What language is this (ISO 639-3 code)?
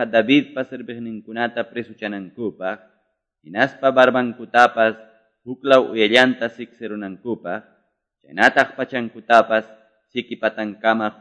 que